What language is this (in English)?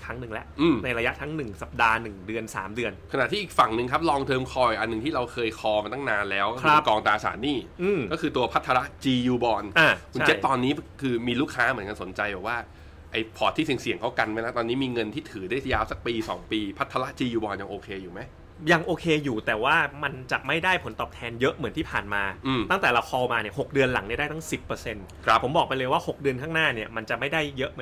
Thai